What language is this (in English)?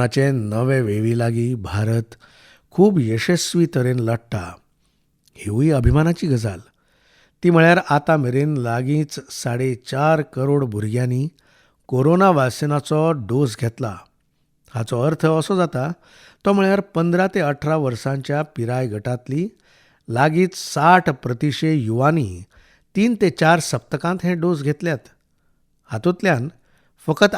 Konkani